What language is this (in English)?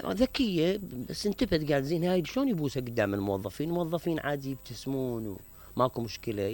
Mesopotamian Arabic